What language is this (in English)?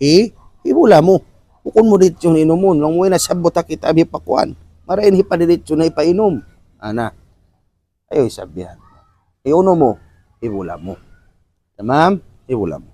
Tausug